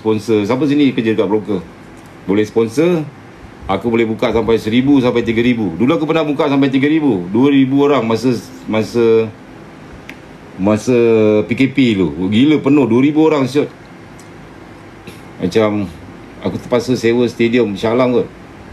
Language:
Malay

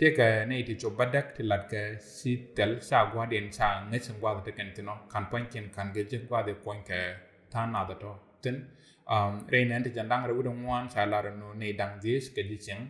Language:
Nuer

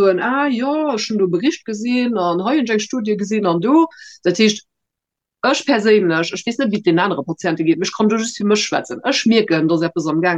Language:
Luxembourgish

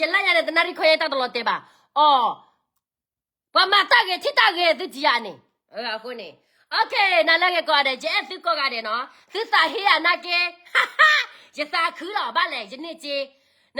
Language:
S'gaw Karen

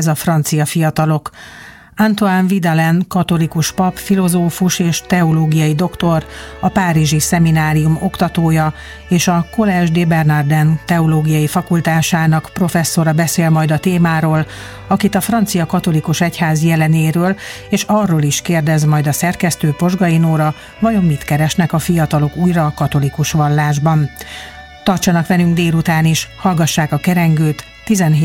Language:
Hungarian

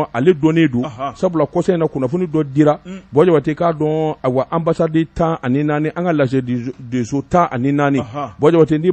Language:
Bambara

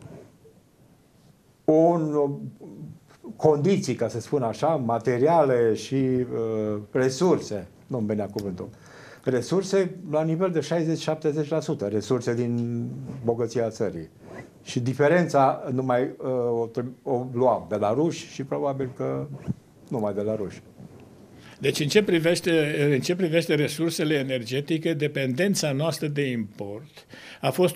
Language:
Romanian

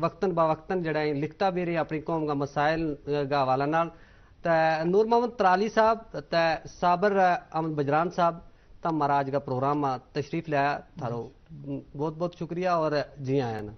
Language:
Gujari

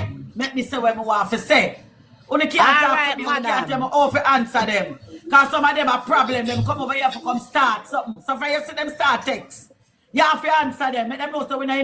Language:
Jamaican Creole English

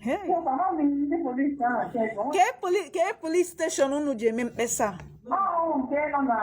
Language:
Igbo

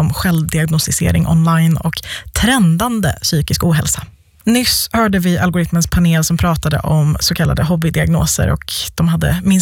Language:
Swedish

